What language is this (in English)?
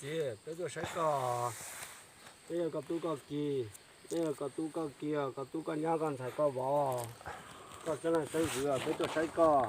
Hmong